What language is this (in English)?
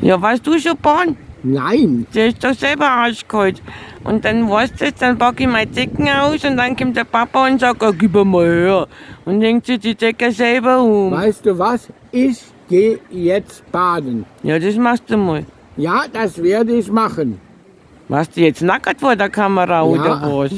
Bavarian